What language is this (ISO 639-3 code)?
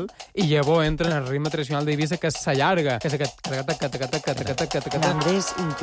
cat